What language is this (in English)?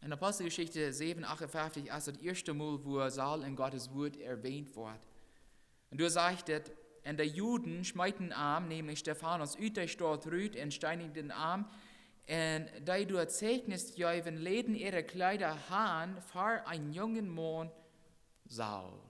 Plautdietsch